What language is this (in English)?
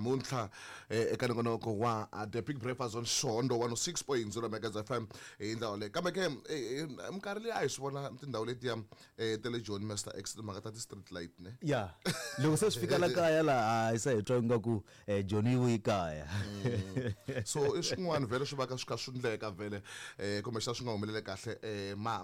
Tsonga